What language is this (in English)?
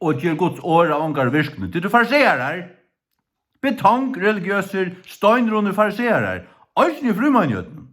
Faroese